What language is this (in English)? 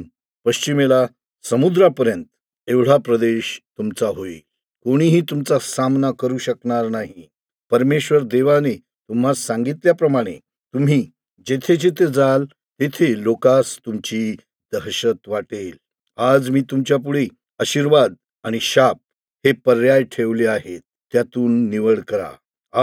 Marathi